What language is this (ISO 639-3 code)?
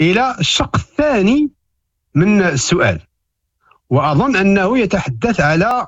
ary